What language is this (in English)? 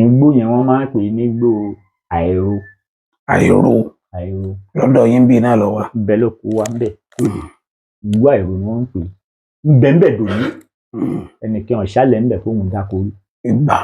Yoruba